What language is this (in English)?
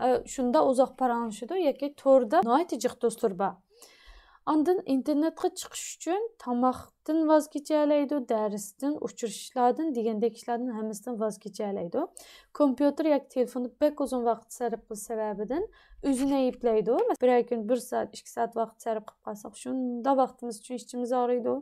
Uyghur